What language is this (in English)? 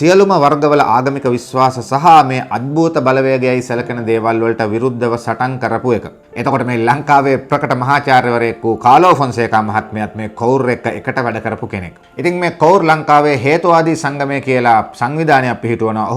Sinhala